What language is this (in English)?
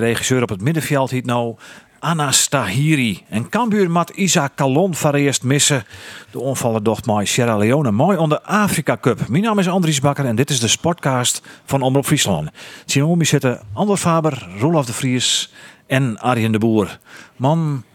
Western Frisian